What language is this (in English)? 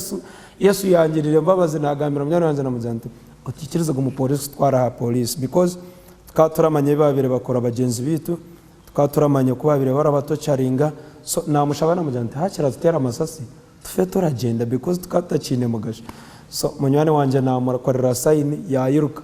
Nyankole